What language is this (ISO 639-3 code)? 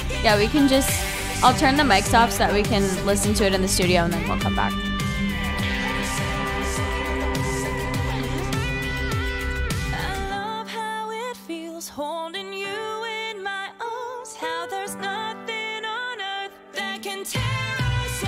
eng